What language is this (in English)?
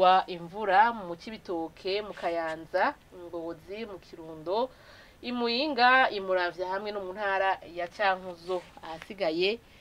Rundi